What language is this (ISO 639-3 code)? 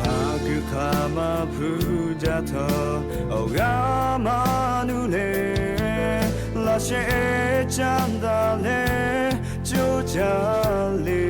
lhu